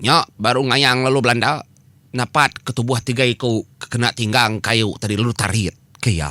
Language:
Iban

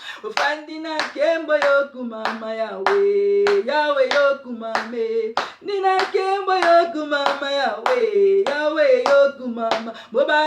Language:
Lingala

